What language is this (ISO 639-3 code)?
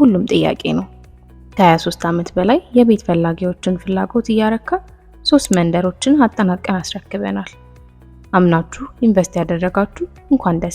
amh